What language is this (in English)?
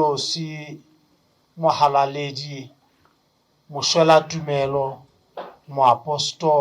Southern Sotho